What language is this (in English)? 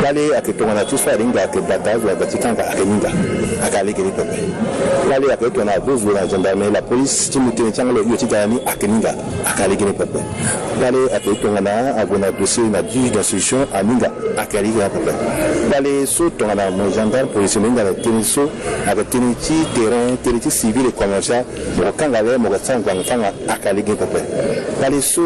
Sango